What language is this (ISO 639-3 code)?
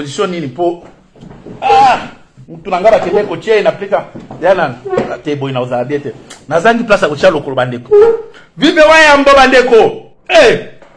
lin